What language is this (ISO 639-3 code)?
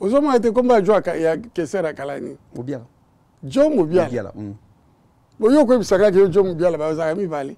lin